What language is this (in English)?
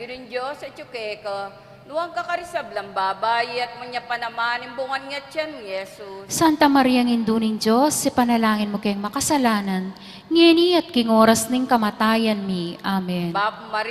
Pampanga